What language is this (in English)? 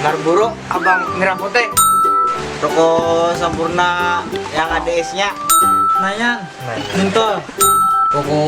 Banjar